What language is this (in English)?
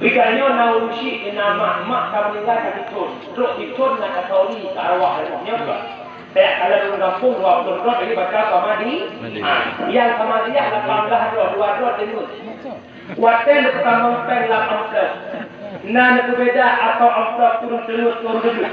Achinese